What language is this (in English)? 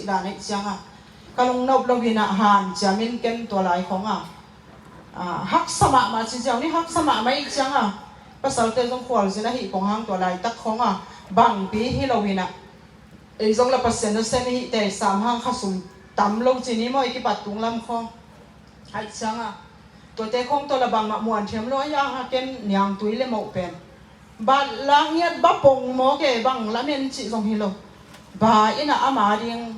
Tedim Chin